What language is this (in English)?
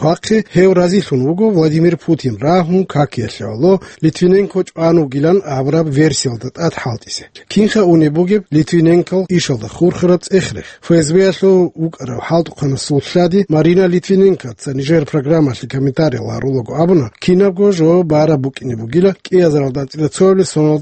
Avaric